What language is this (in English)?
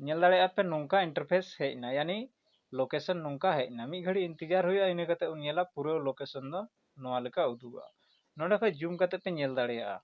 Santali